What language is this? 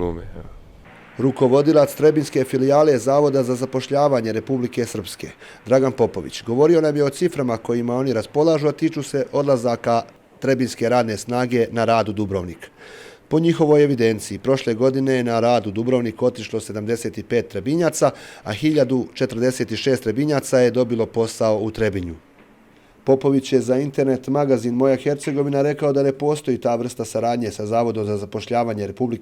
Bosnian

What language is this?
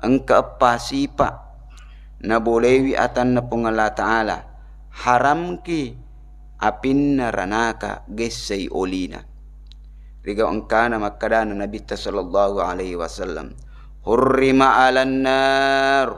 Buginese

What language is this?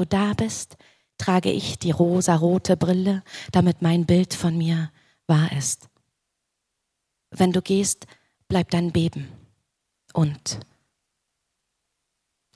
German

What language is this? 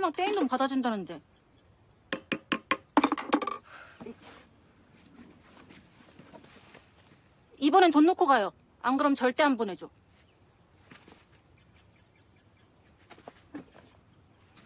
Korean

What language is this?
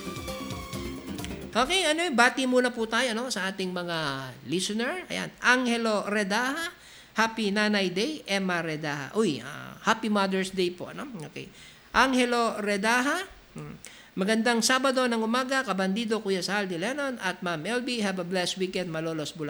Filipino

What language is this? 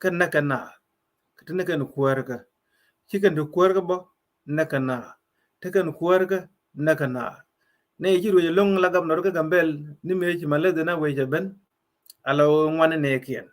Nuer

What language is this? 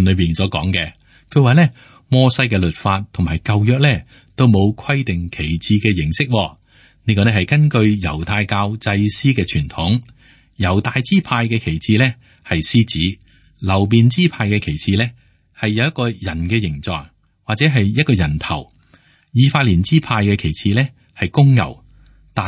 Cantonese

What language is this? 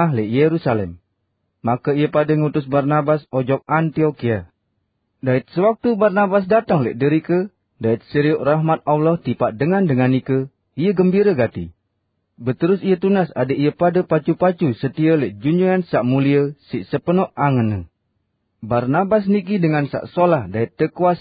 Sasak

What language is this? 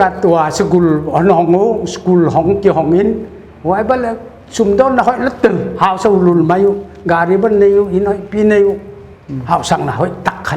Paite Chin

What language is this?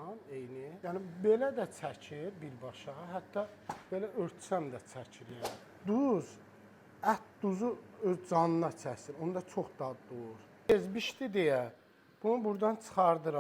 Azerbaijani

